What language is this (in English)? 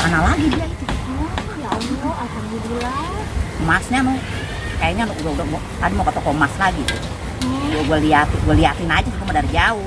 Betawi